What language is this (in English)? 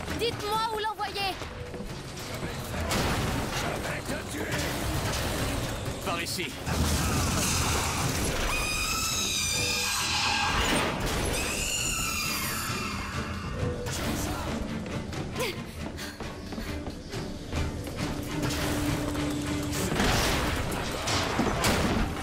French